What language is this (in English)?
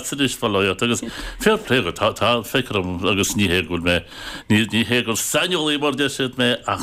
Irish